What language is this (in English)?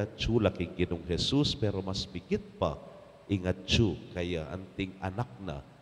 Pampanga